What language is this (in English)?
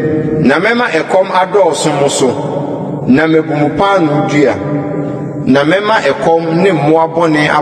Akan